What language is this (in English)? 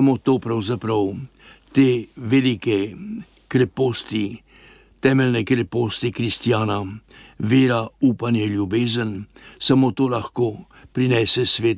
Slovenian